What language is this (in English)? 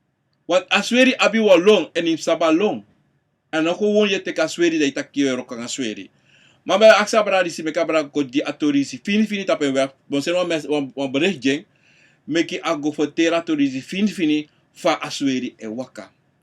Sranan Tongo